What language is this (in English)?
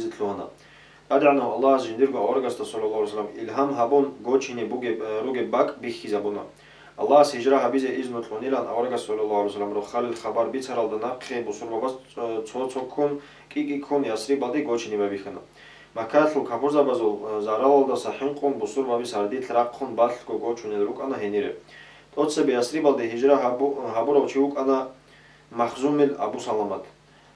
Avaric